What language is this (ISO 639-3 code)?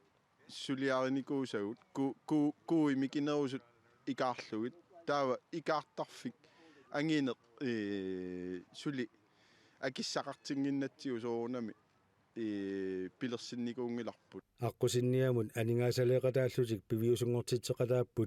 kal